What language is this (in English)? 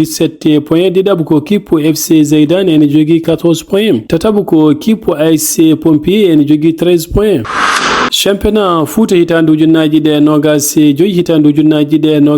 Fula